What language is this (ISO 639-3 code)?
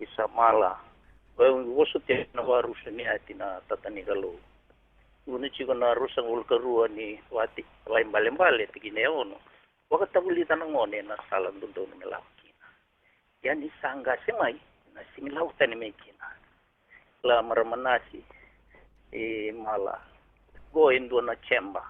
fij